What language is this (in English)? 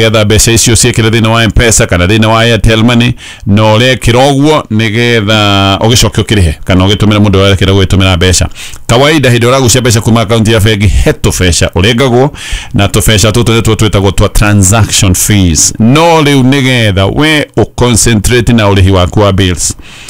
Kikuyu